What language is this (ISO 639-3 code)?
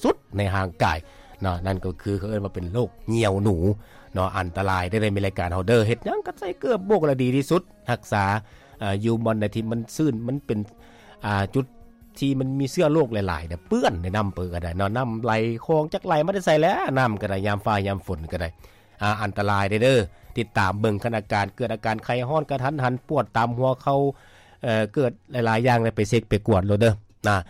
lao